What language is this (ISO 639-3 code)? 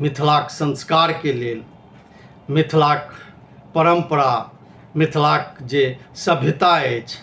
mai